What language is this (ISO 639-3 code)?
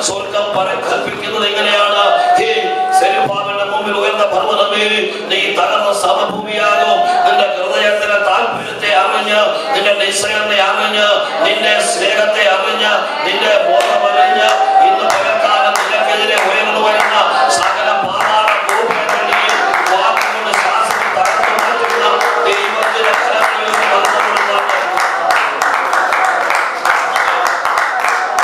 mal